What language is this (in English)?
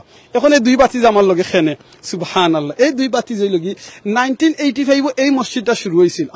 Sylheti